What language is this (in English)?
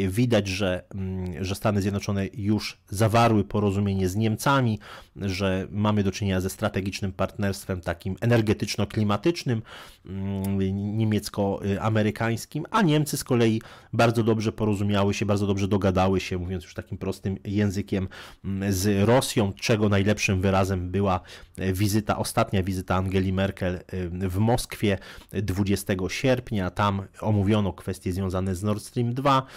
Polish